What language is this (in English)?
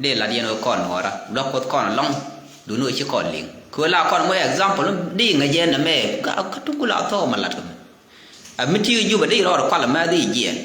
Nuer